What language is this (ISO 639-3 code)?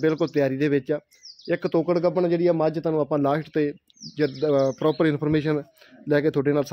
pan